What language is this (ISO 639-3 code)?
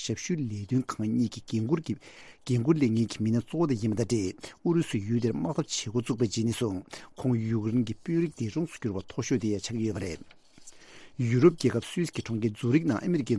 bod